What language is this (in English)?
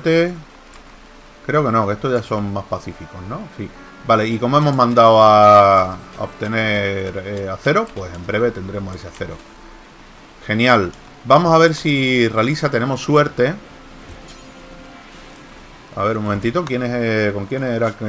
Spanish